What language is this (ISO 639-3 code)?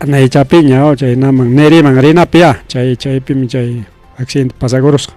quy